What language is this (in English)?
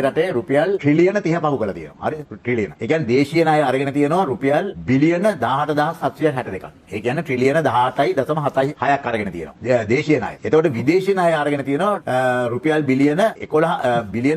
Sinhala